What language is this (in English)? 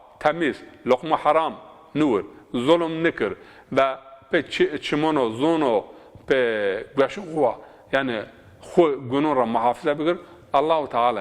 Zaza